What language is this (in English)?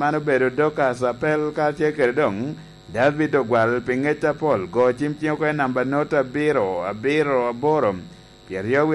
Lango (Uganda)